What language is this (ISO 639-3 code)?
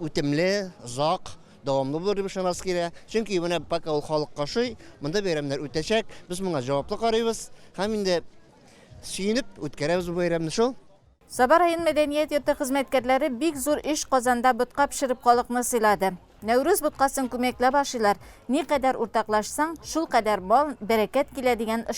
tat